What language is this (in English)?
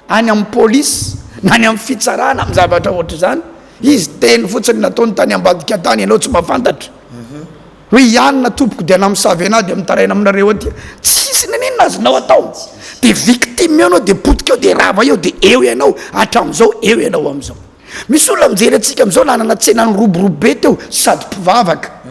Malagasy